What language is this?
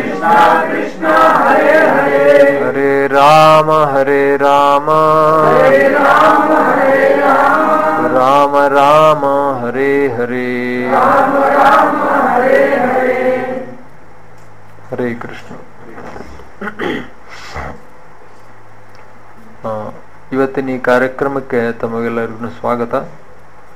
Kannada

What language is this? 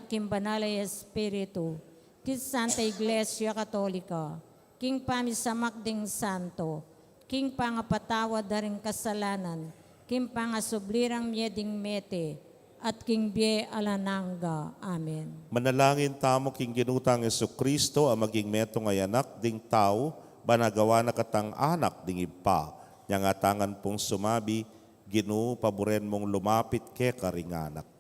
Pampanga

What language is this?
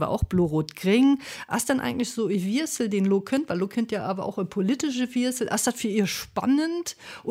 Luxembourgish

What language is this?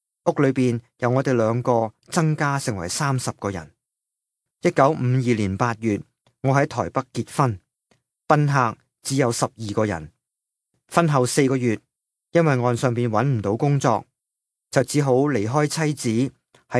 Cantonese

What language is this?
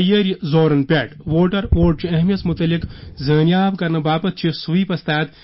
Kashmiri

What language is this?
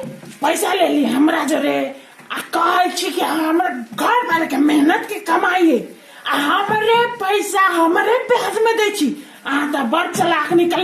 Maithili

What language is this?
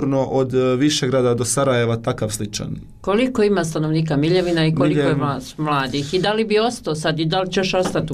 Bosnian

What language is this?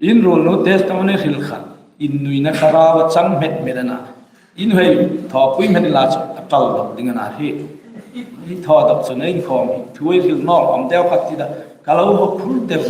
Hmar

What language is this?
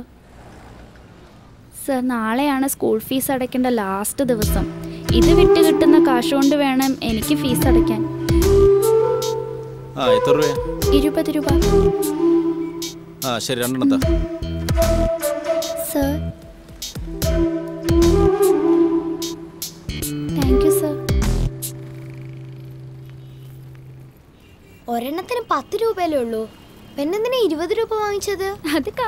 Malayalam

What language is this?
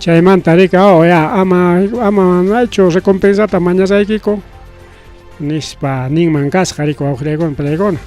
Ayacucho Quechua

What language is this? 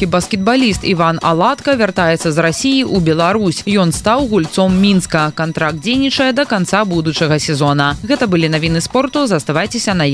Belarusian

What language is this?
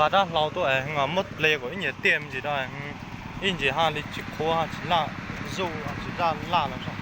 Hmong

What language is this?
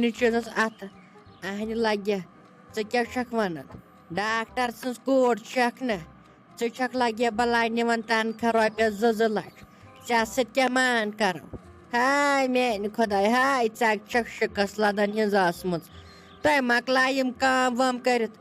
Kashmiri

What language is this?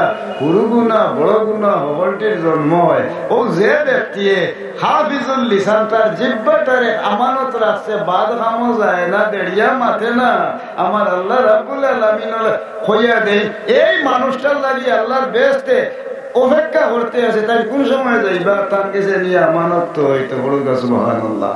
Sylheti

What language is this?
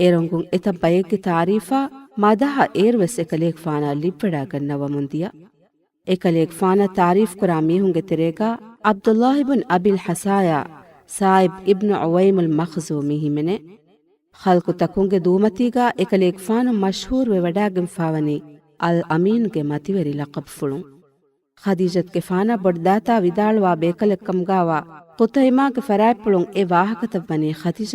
Divehi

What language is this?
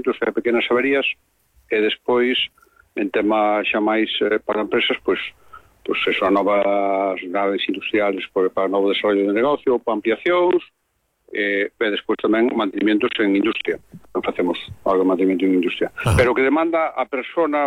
Galician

